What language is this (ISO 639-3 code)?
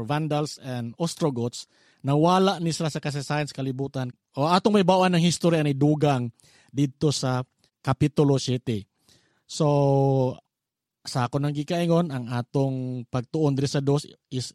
ceb